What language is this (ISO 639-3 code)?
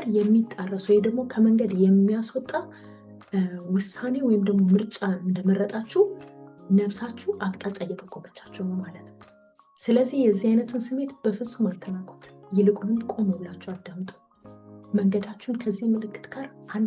amh